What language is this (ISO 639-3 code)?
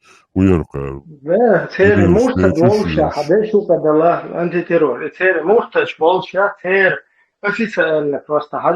che